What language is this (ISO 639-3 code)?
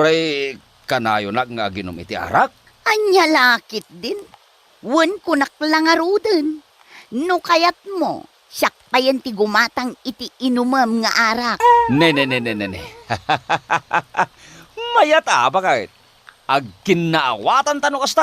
ilo